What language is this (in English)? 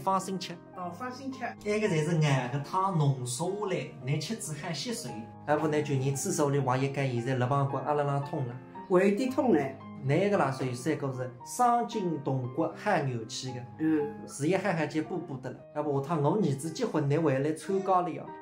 Wu Chinese